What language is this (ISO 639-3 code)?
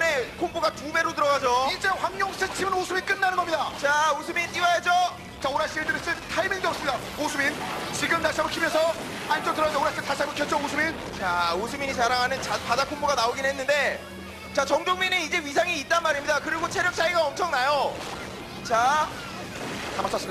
kor